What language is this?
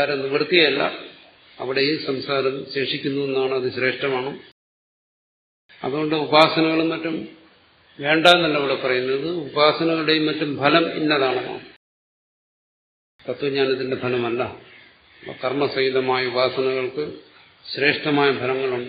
Malayalam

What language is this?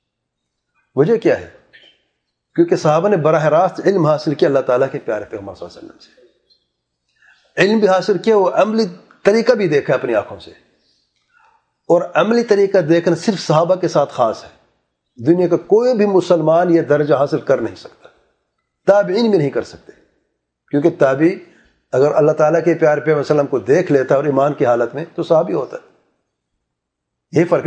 Urdu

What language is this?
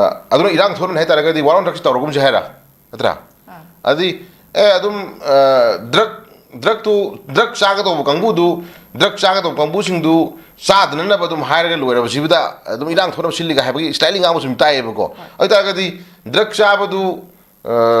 Manipuri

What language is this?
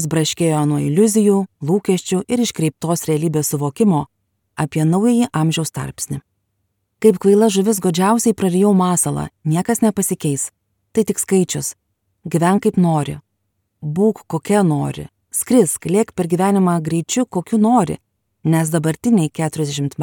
Lithuanian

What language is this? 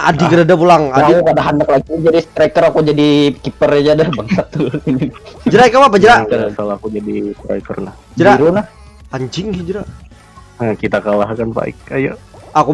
Banjar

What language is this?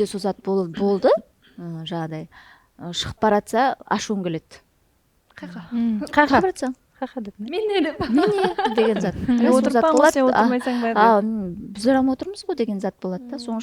Kara-Kalpak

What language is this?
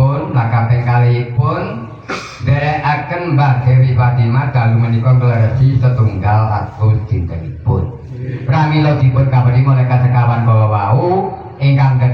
Javanese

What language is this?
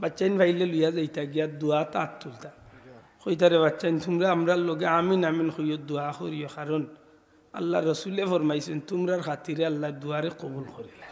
Sylheti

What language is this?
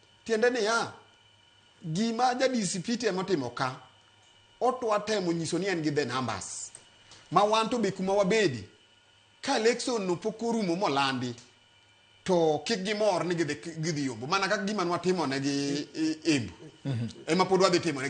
Luo (Kenya and Tanzania)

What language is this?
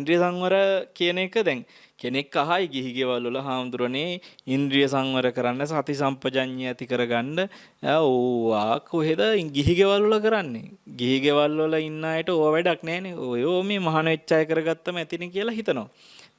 Sinhala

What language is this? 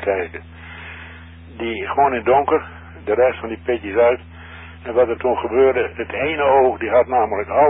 Dutch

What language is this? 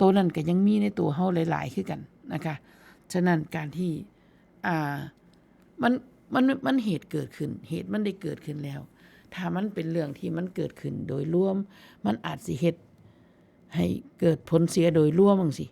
Northeastern Thai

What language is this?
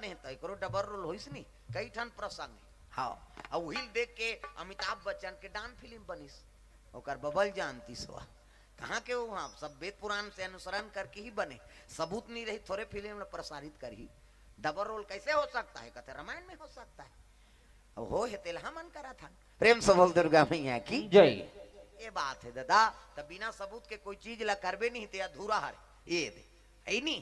Chhattisgarhi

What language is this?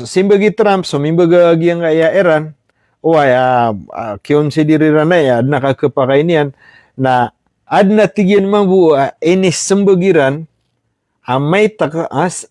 Maranao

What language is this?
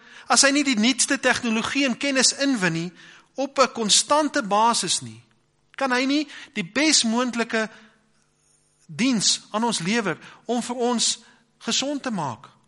Afrikaans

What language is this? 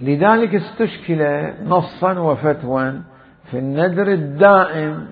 Mesopotamian Arabic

